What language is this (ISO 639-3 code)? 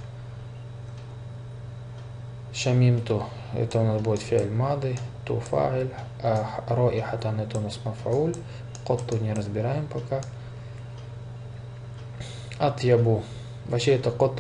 rus